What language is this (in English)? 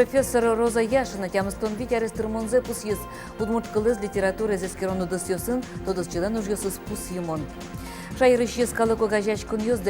Udmurt